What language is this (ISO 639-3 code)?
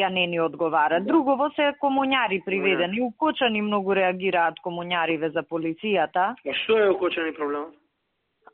mkd